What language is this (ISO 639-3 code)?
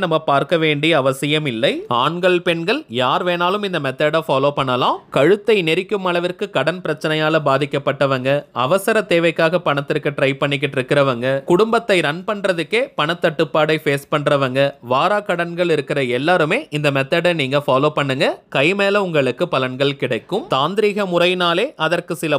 tam